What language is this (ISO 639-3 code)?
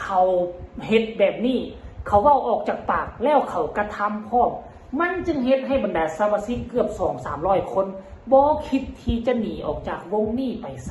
lao